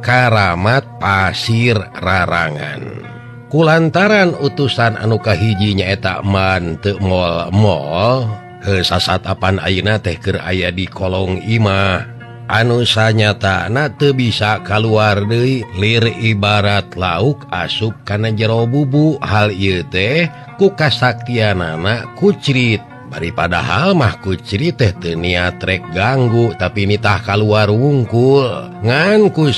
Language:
Sundanese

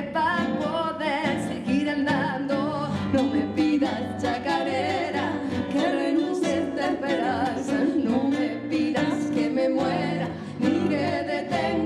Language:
Spanish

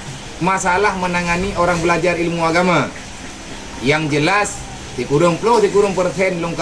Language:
Achinese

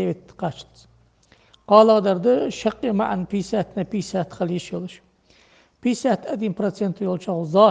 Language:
Ingush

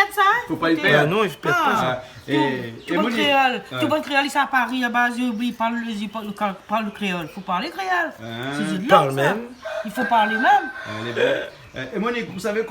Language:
Réunion Creole French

